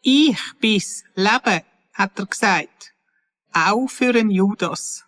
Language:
Swiss German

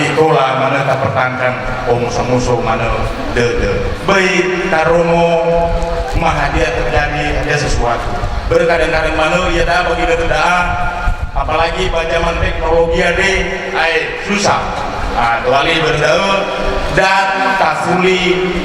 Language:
Nias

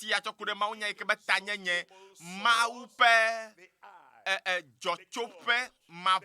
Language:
Ewe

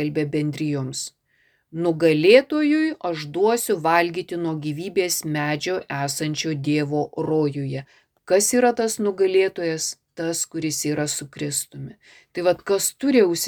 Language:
Lithuanian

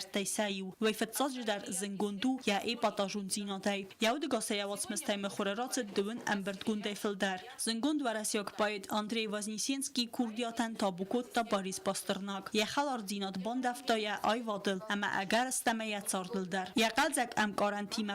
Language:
Ossetic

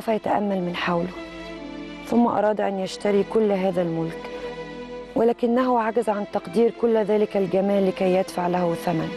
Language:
Arabic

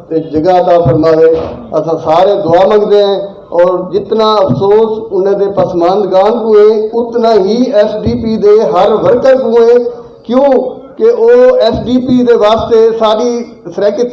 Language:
Saraiki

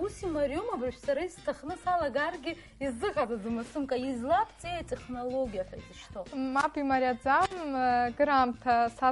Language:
Abkhazian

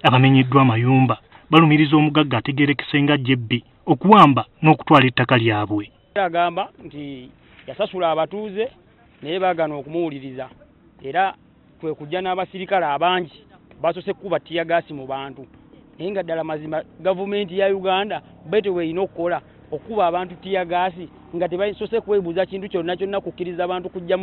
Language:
Ganda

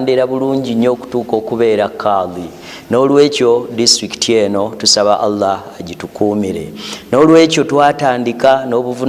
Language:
Ganda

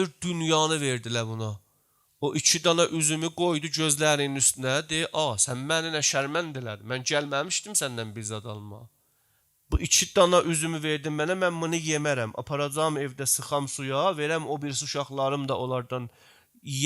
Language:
South Azerbaijani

